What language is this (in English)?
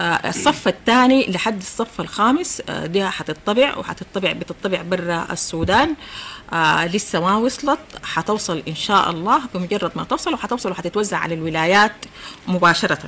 Sudanese Arabic